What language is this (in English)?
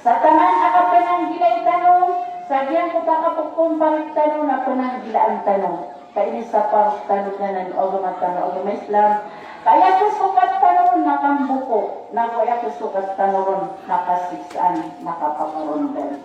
Maranao